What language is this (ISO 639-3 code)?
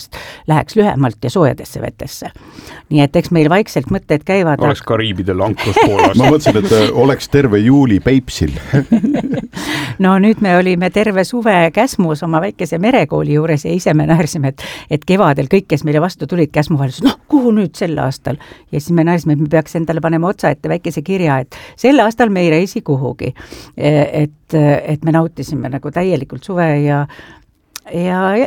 est